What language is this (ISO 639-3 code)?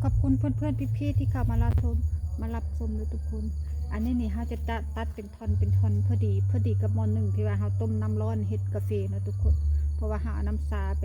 lao